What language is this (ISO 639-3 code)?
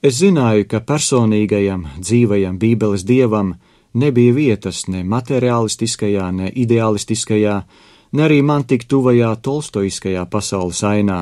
lav